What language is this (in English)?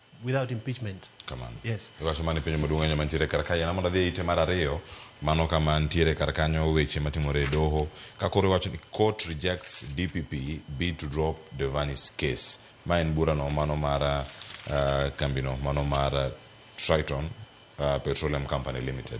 Luo (Kenya and Tanzania)